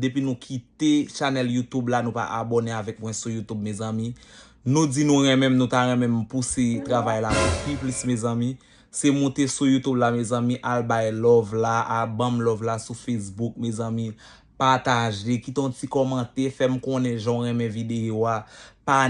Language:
Haitian Creole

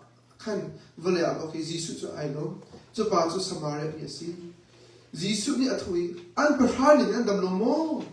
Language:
Hakha Chin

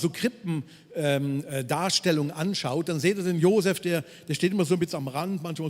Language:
Swiss German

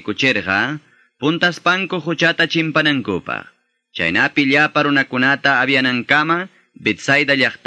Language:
Quechua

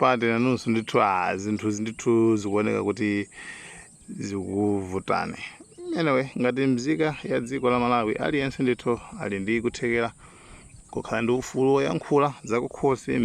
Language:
Nyanja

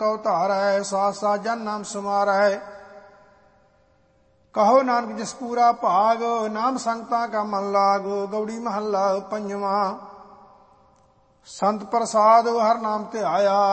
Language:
Punjabi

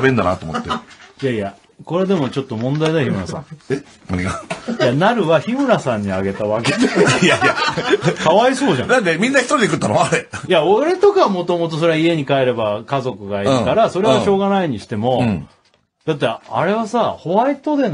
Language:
Japanese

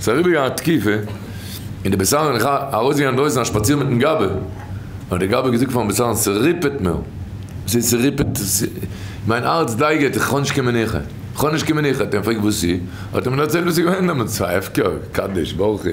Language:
Yiddish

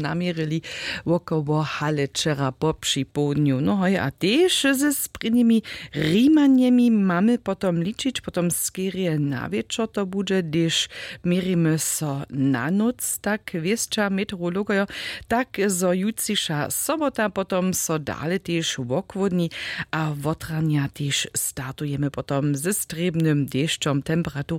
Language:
Upper Sorbian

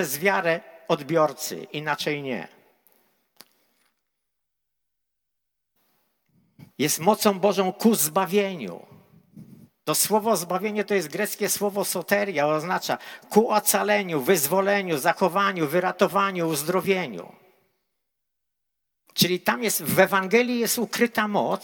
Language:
Polish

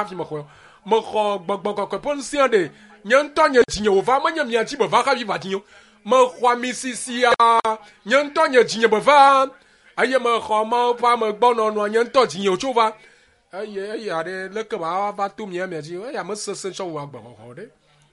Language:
Ewe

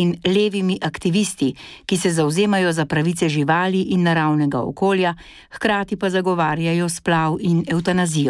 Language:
Slovenian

